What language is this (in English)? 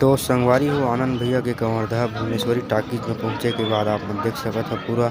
Chhattisgarhi